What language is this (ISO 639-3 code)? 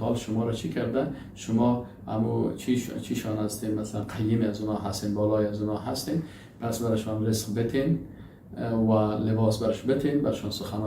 fas